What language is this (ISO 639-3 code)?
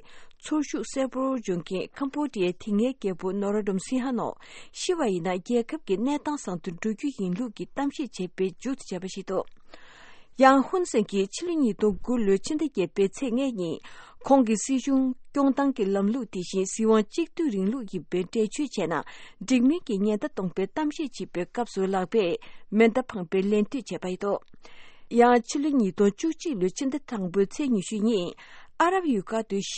bod